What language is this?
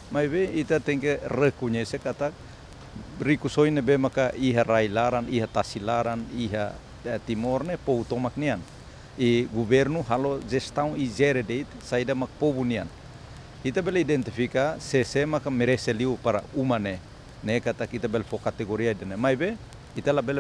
Tetum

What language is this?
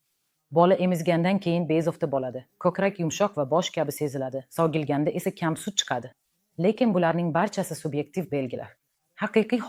Uzbek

